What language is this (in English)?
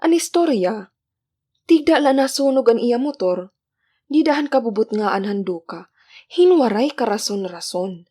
Waray